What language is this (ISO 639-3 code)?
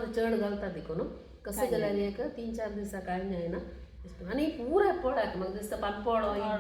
kok